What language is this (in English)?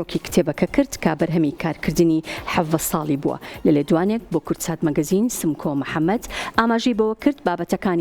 Central Kurdish